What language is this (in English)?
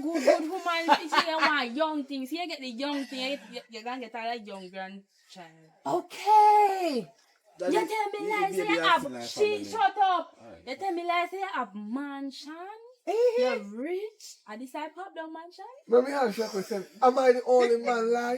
Jamaican Creole English